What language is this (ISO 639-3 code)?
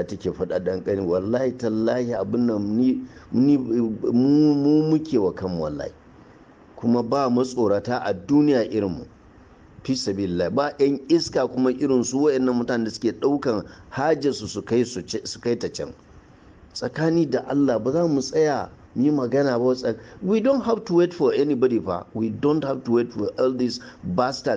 hau